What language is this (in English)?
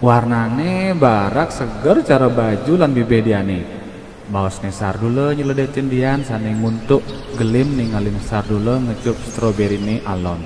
Balinese